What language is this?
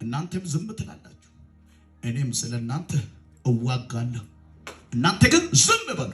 Amharic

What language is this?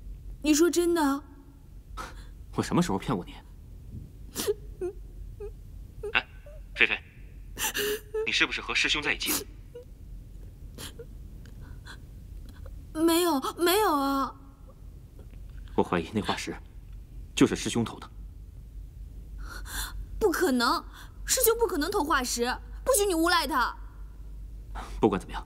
Chinese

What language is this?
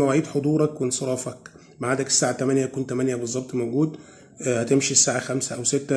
Egyptian Arabic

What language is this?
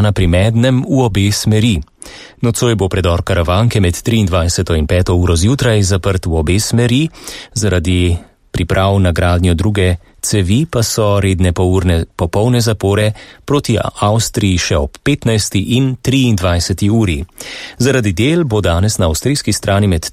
Slovenian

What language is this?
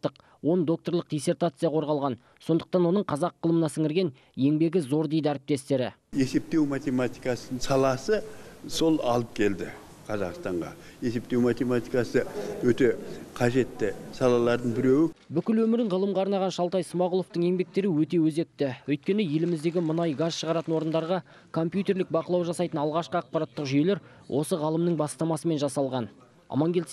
Kazakh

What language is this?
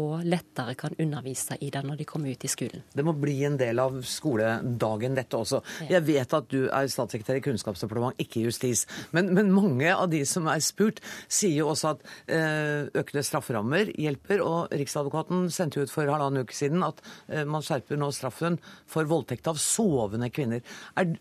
Norwegian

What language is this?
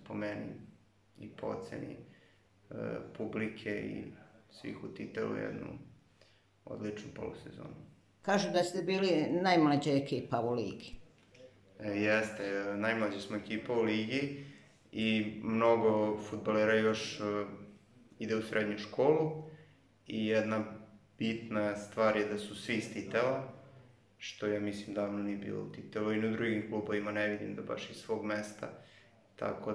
Serbian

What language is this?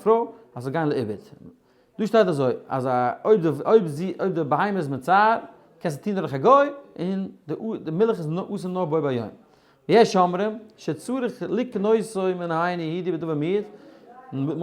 Yiddish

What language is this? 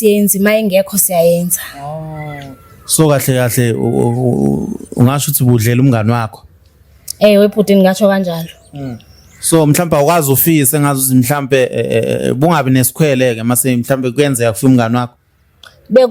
Zulu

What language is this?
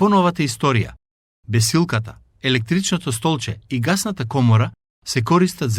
Macedonian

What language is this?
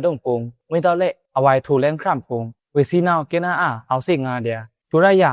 Pa'o Karen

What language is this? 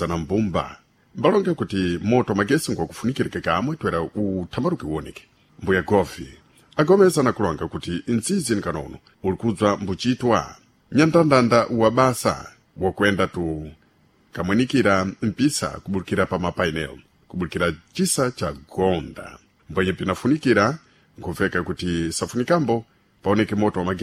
Sena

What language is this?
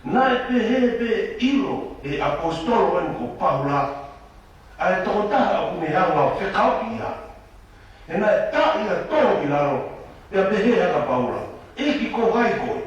Tongan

